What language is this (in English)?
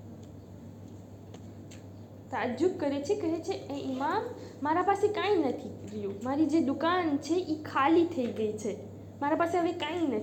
Gujarati